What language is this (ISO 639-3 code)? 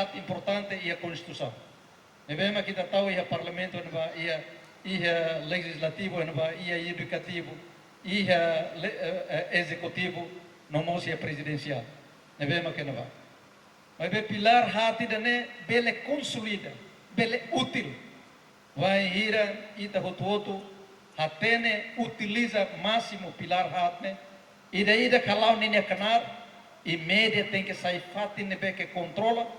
tet